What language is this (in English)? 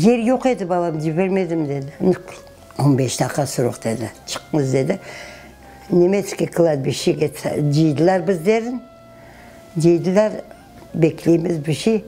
Crimean Tatar